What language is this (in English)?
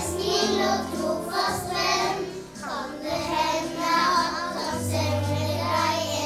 Norwegian